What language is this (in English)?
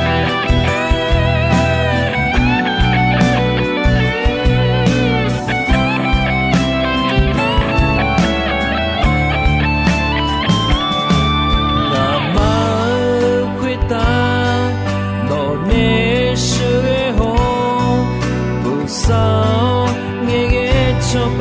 Akha